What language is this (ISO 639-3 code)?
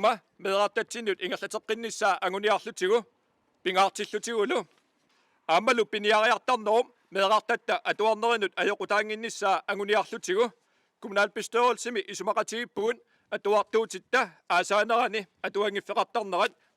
kal